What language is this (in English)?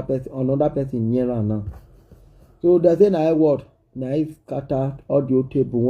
Nigerian Pidgin